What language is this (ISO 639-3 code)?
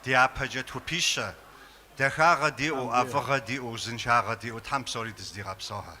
kbd